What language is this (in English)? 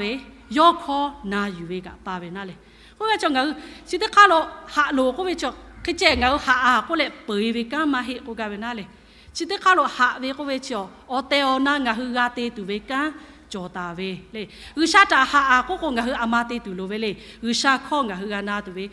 Lahu